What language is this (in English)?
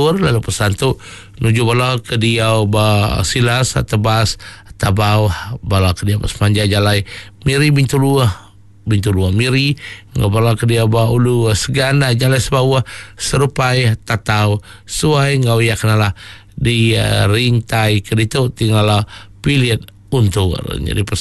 Iban